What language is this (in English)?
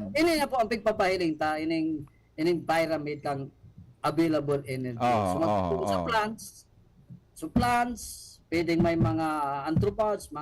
Bikol